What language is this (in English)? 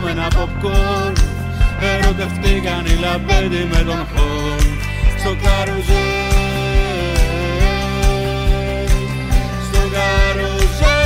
Greek